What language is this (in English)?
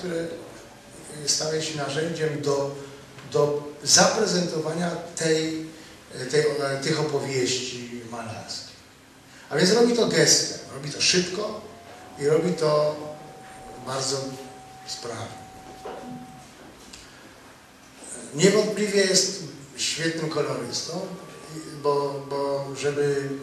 Polish